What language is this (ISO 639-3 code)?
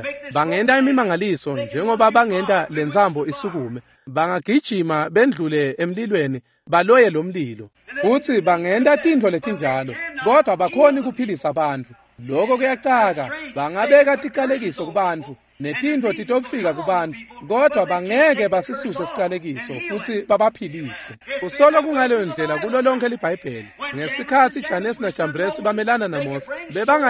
ssw